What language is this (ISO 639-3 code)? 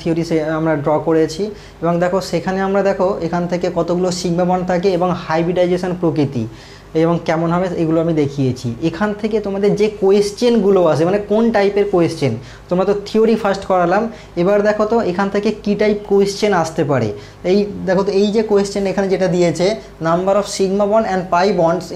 ben